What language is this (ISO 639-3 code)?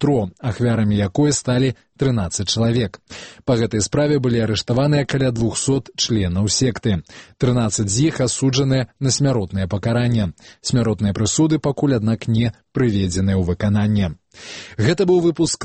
bel